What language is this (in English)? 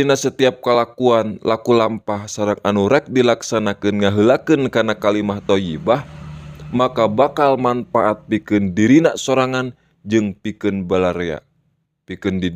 Sundanese